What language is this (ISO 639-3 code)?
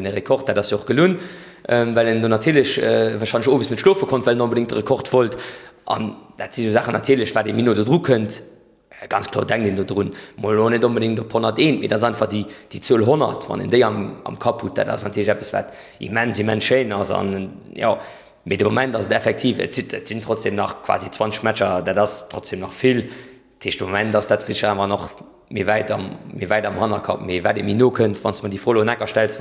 ltz